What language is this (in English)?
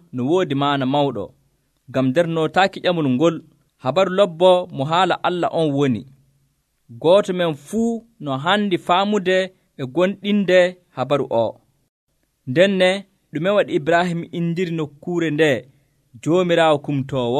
Nigerian Fulfulde